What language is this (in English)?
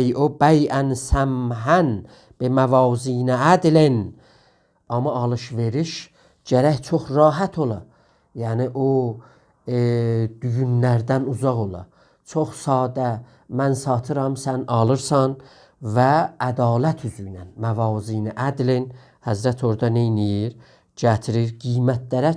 South Azerbaijani